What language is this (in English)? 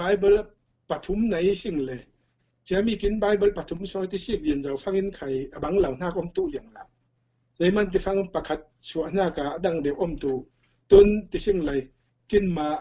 Falam Chin